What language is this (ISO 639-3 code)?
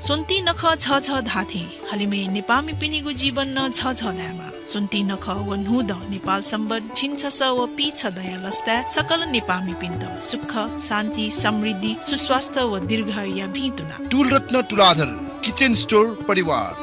new